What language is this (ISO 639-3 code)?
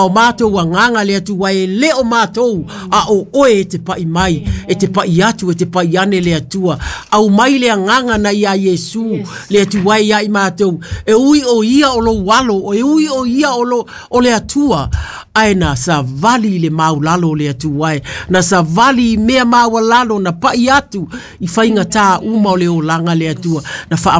smo